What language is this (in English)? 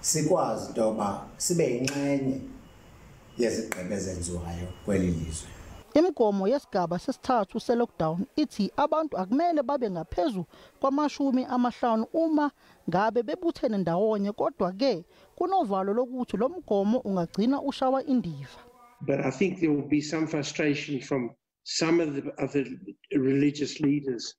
Zulu